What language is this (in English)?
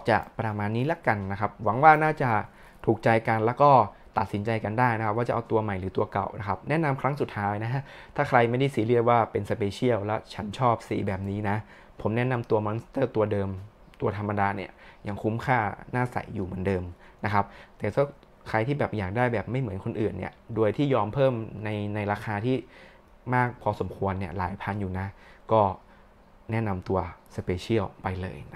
Thai